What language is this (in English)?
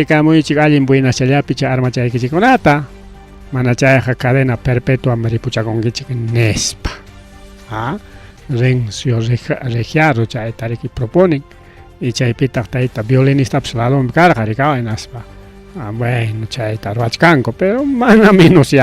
Ayacucho Quechua